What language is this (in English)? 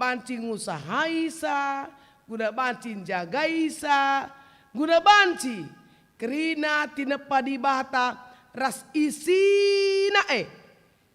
Batak Karo